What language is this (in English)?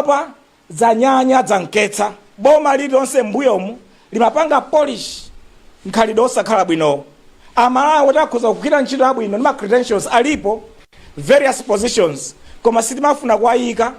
Nyanja